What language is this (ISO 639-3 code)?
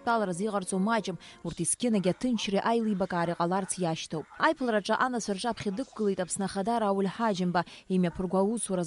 abk